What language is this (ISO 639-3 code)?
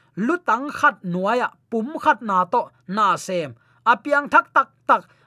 ctd